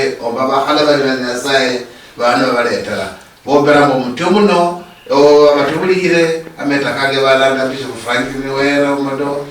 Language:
Luyia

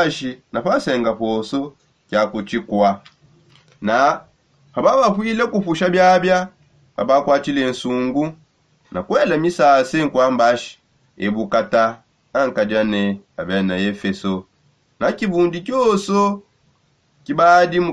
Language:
Songe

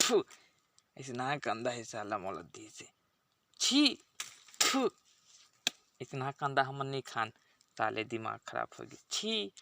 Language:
Chhattisgarhi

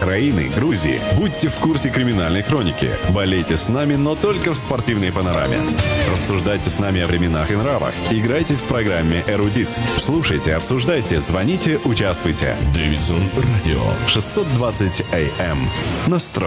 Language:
Russian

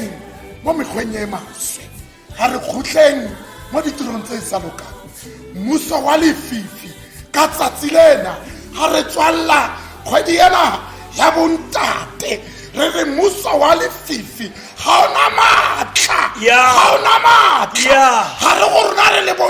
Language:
Tswana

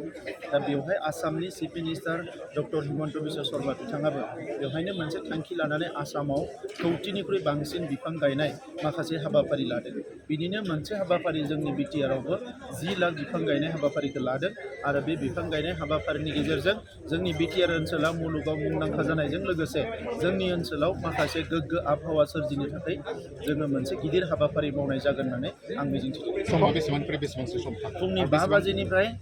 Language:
Bodo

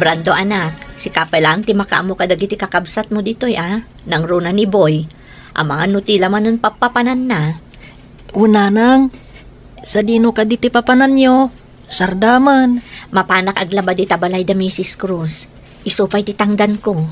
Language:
Iloko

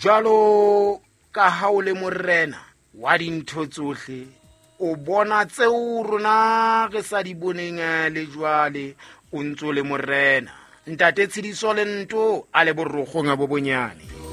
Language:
Southern Sotho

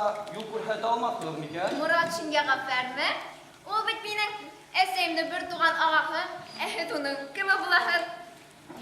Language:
Bashkir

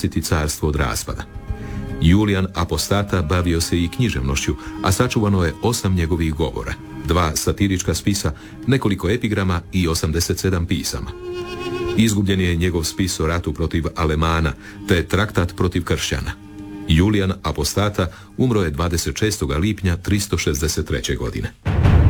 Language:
Croatian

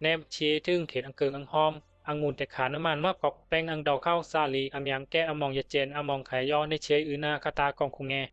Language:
Bisu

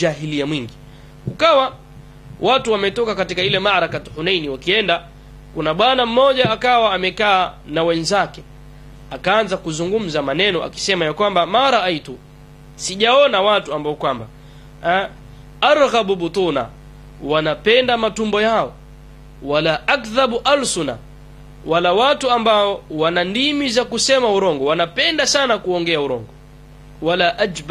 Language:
Swahili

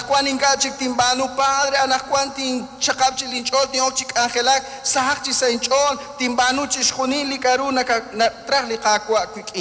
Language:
Kekchí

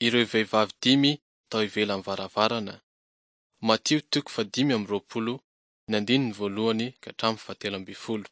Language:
Malagasy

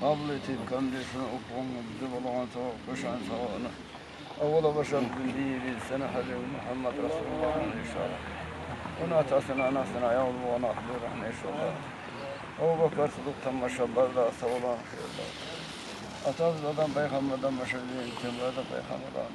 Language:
Kumyk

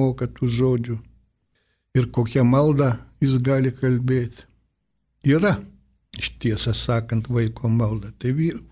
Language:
Lithuanian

